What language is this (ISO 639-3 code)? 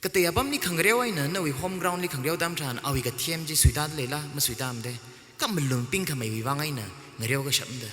nmf